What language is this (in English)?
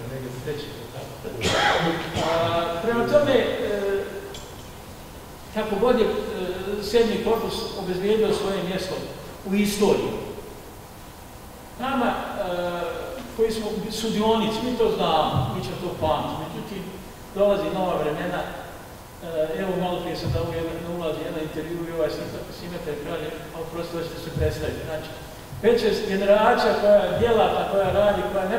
Bosnian